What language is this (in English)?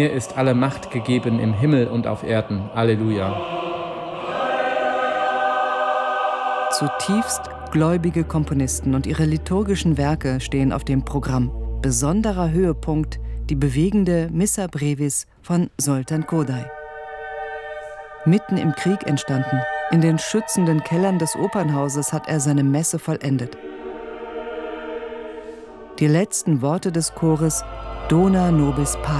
German